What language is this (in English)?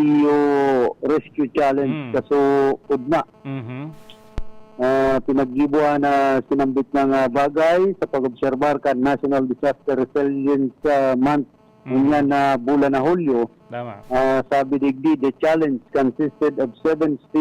Bikol